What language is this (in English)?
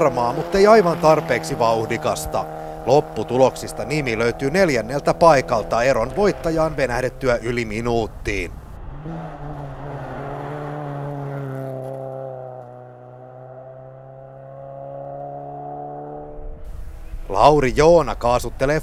Finnish